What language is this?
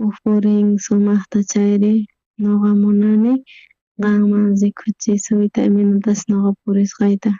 South Bolivian Quechua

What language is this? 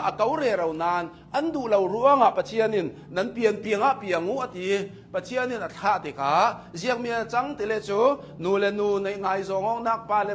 Hakha Chin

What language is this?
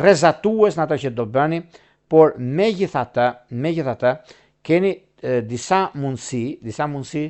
Albanian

